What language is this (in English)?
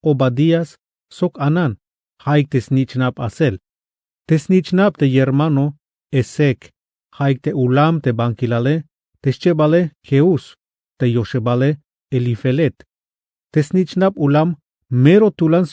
Tzeltal